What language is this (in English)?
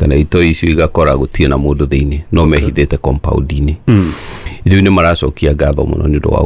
Kikuyu